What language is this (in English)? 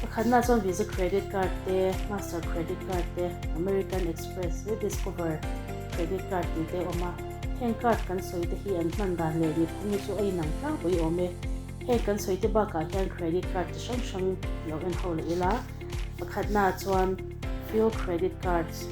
Mizo